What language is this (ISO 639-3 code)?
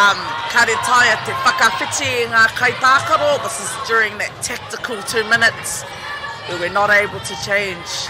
mri